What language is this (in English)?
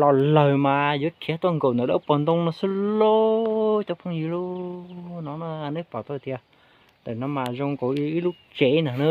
Hmong